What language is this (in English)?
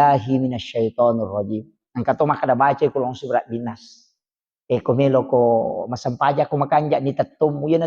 Buginese